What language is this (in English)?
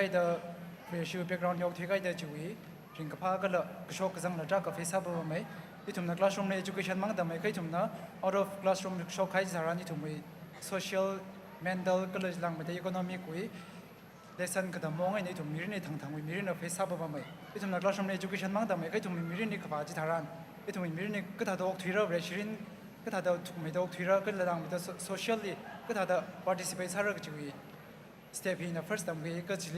Tangkhul Naga (India)